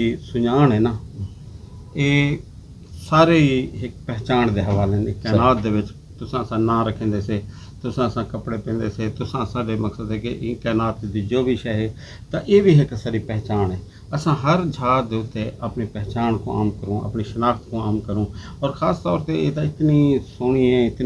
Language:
Saraiki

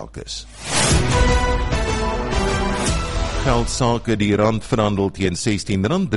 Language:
Afrikaans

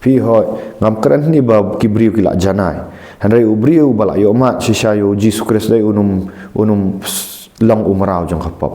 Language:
Khasi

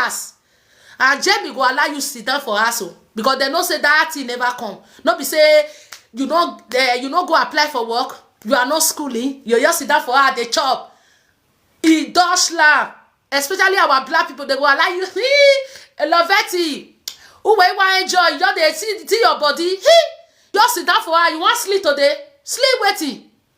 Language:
Nigerian Pidgin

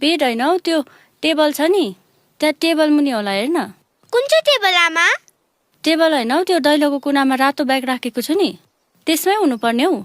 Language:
Nepali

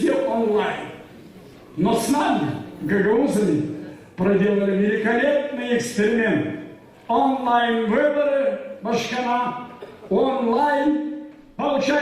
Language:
Gagauz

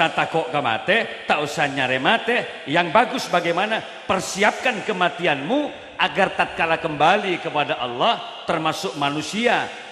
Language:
Madurese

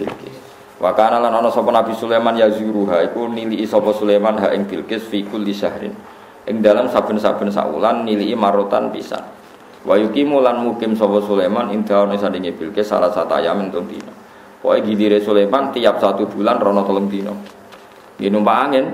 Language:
Javanese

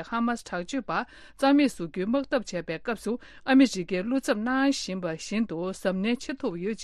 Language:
Tibetan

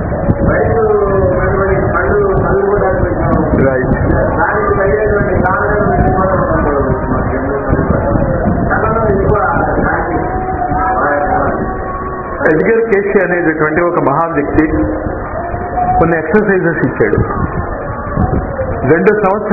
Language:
Telugu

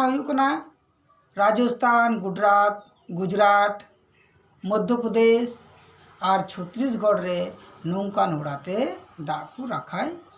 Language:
Santali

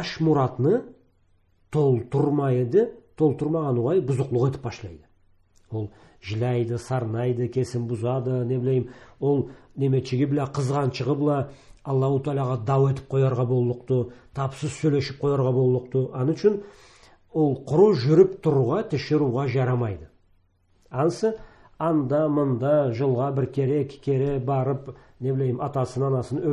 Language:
Karachay-Balkar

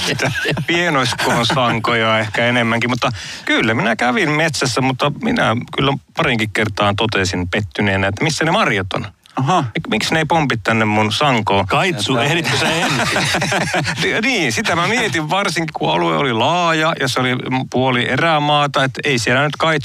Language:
Finnish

